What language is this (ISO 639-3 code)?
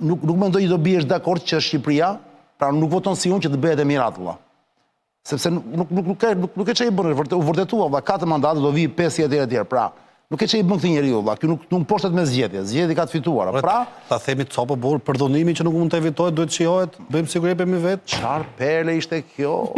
sqi